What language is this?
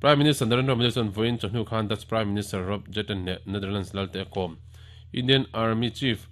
Mizo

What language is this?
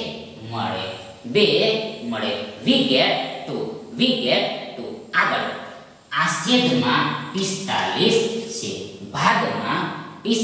Gujarati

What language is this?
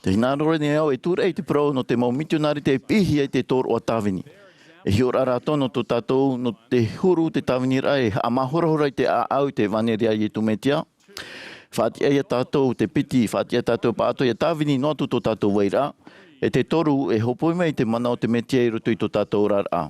Tahitian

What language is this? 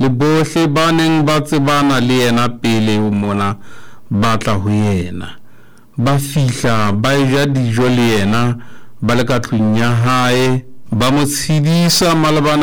Southern Sotho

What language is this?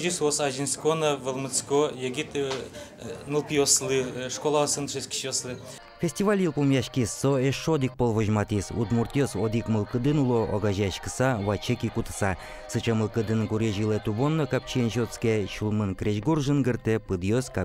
Udmurt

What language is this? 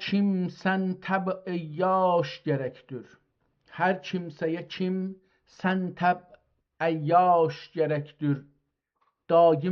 South Azerbaijani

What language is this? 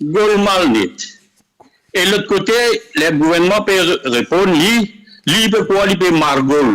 Morisyen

